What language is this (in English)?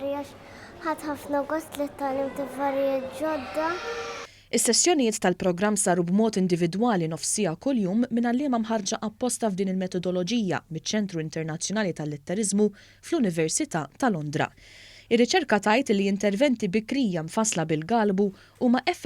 Maltese